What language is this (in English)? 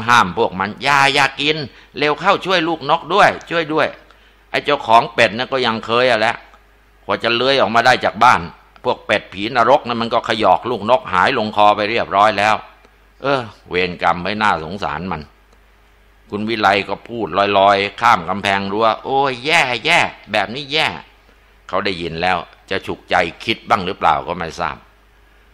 Thai